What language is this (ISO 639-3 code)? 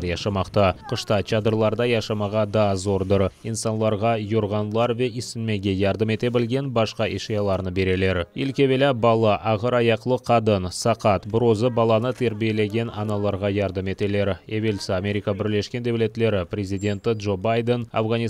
crh